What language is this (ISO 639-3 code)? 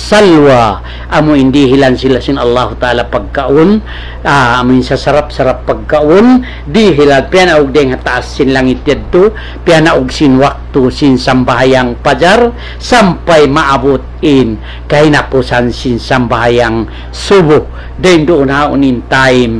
tsg